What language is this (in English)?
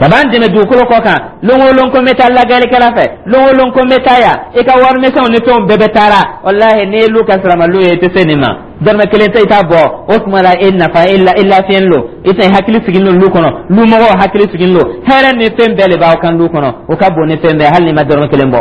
Dyula